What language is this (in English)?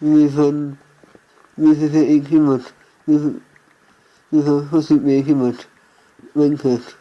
Irish